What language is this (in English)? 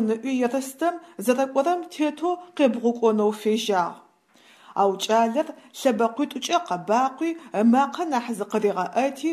Adyghe